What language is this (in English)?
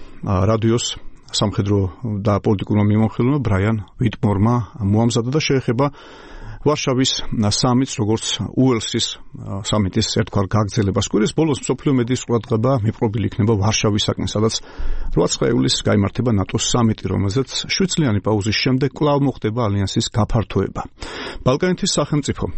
Georgian